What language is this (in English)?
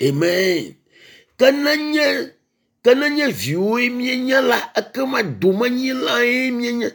Ewe